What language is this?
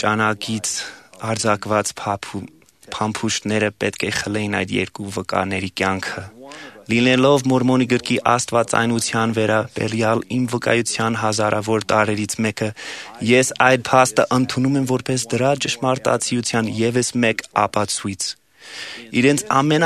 Armenian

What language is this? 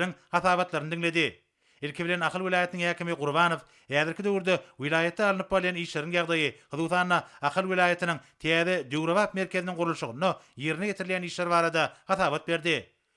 Turkmen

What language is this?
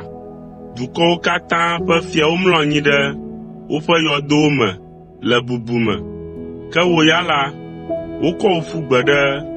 Ewe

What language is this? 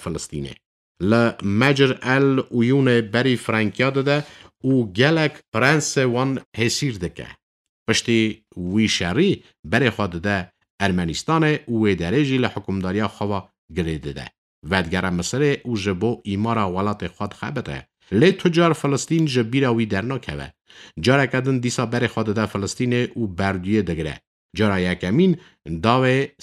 Kurdish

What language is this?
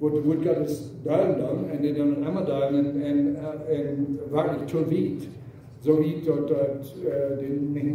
Plautdietsch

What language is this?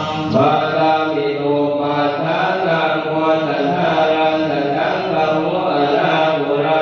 Pali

